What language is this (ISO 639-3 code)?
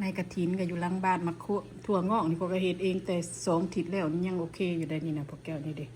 lao